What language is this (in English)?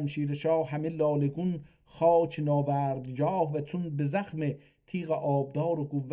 South Azerbaijani